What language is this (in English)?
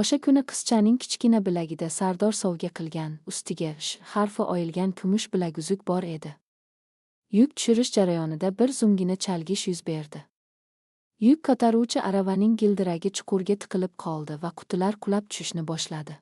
Uzbek